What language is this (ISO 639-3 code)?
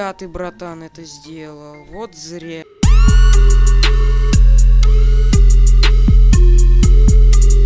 rus